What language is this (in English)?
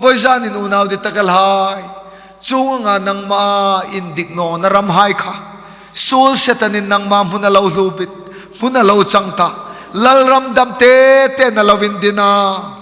Hmar